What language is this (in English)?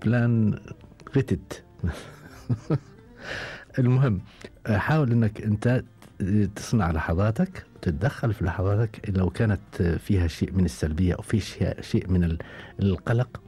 Gulf Arabic